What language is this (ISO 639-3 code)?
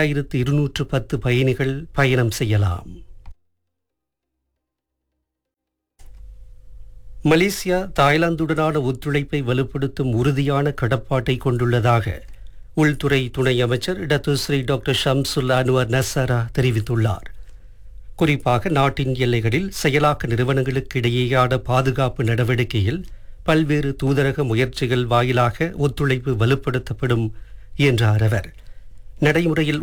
tam